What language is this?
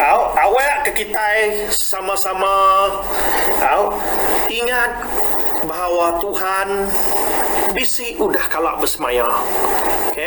Iban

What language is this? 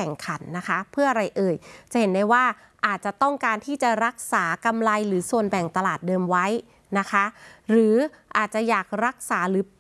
Thai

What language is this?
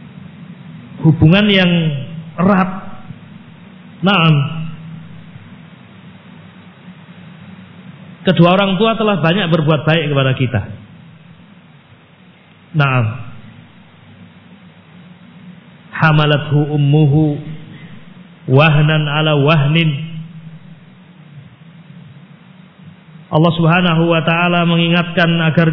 Indonesian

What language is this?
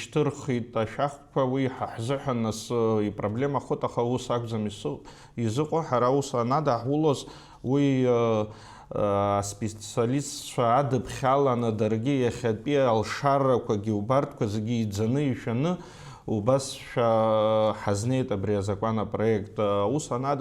Abkhazian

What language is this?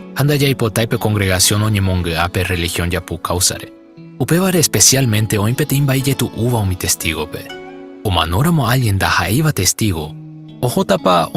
Guarani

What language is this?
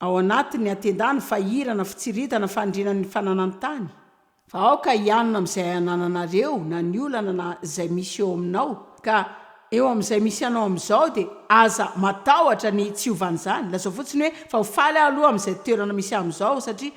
Malagasy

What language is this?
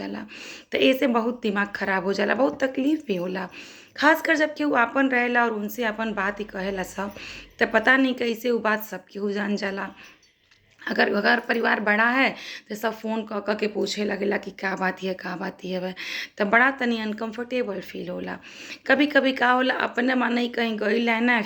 Bhojpuri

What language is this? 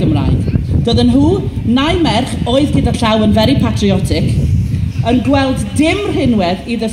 Welsh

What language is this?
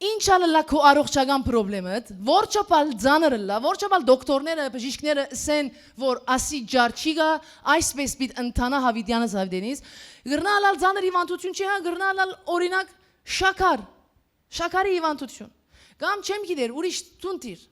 Western Armenian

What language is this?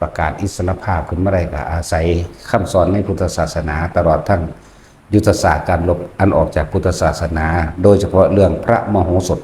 Lao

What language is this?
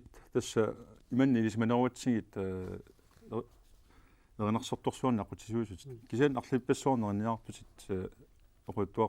Kalaallisut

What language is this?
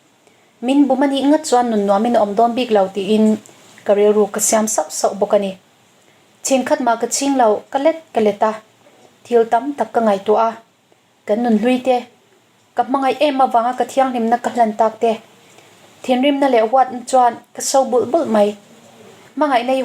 Mizo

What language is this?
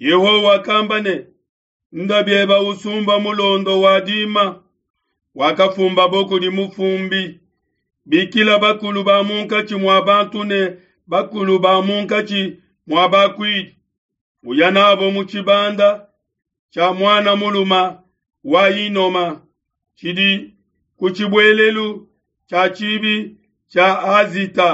Luba-Lulua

